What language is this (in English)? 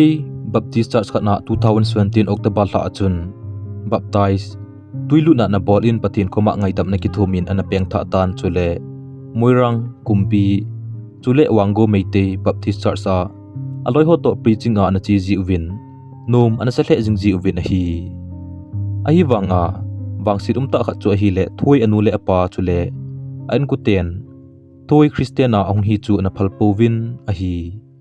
Thado Chin